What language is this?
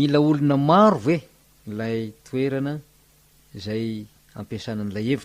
Malagasy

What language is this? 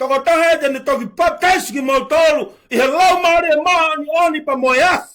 Tongan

